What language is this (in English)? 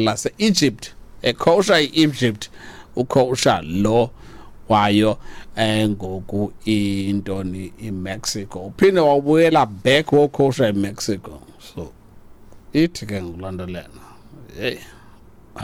Xhosa